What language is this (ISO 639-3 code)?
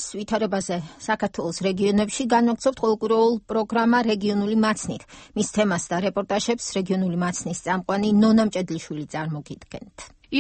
kat